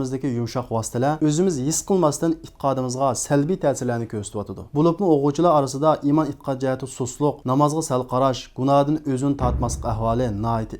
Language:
Uyghur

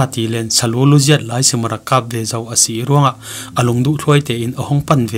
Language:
Falam Chin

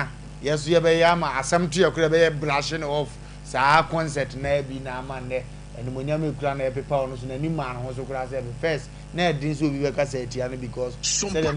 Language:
Akan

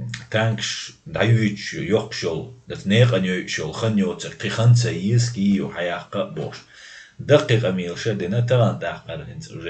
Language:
Chechen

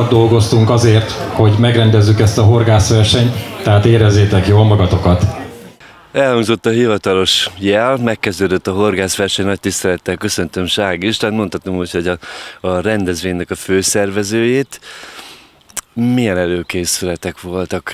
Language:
Hungarian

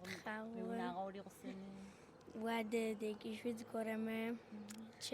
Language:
Adyghe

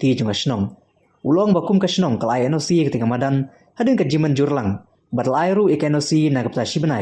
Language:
Khasi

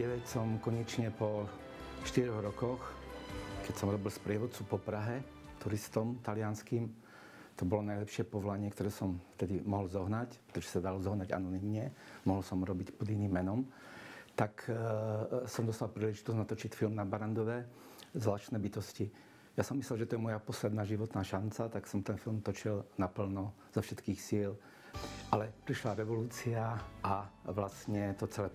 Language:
Slovak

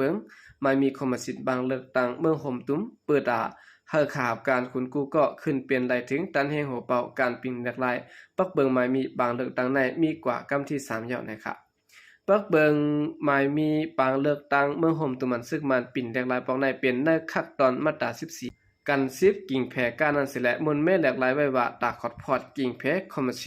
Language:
Shan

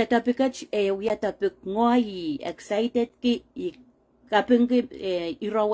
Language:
Pohnpeian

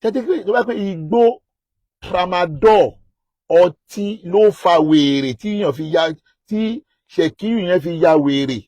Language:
Yoruba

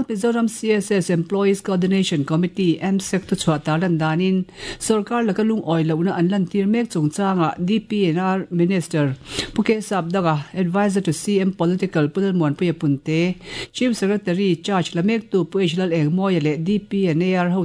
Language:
Mizo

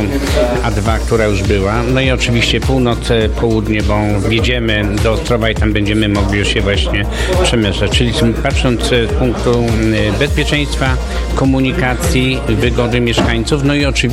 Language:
Polish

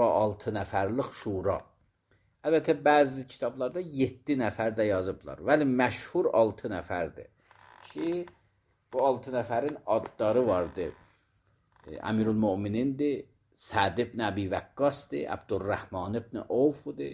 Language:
Azerbaijani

